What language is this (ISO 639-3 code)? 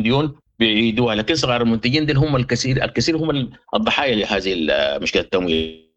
apd